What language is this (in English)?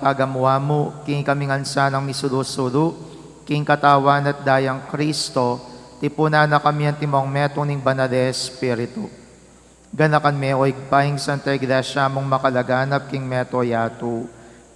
Pampanga